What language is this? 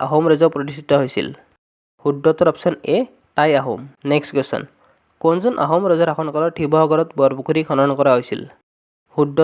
Assamese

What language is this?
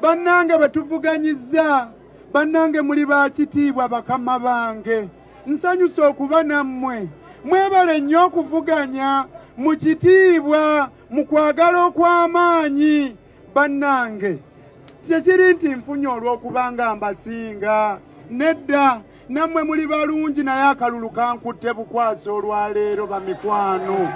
Ganda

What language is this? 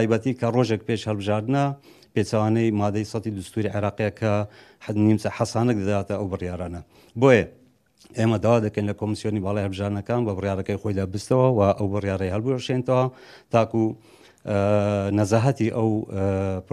Central Kurdish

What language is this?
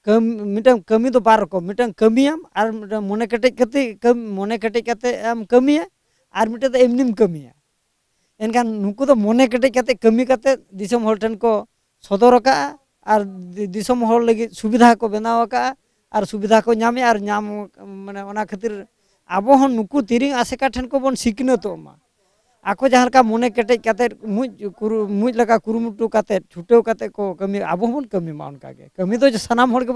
Santali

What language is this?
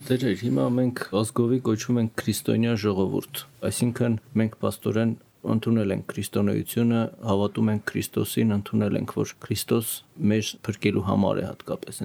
Armenian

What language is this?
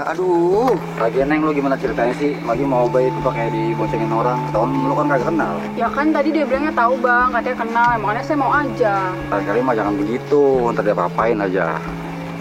Betawi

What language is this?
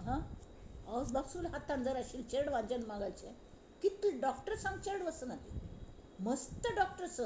Konkani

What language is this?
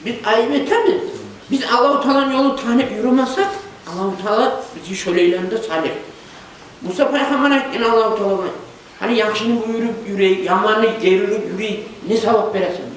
Kumyk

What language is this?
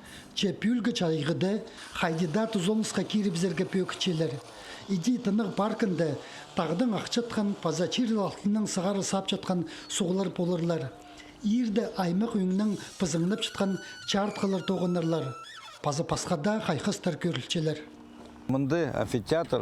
Khakas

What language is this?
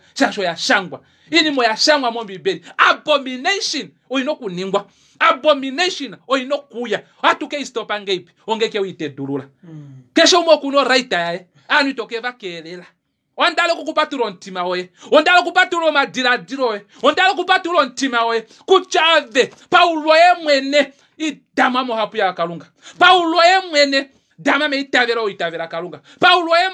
Kuanyama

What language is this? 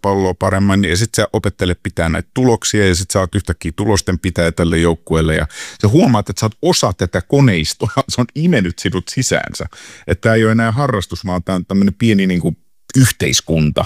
Finnish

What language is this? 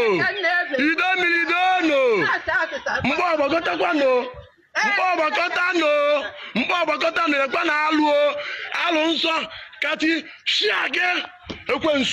Igbo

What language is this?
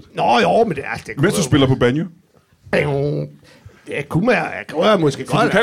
Danish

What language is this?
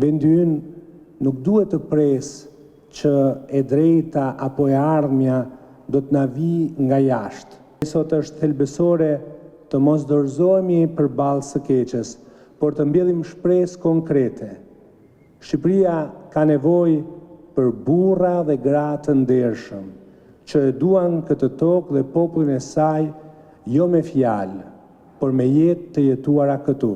Albanian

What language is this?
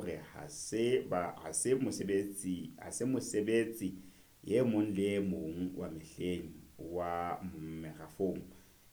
Southern Sotho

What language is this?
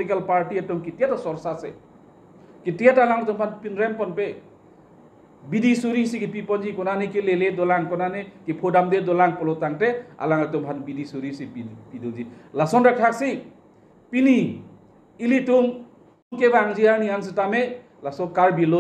Karbi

